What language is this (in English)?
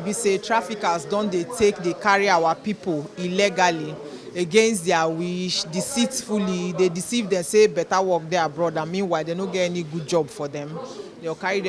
Nigerian Pidgin